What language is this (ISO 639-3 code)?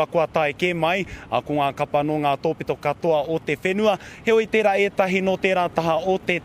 mri